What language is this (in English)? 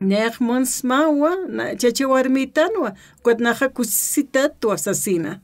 Aymara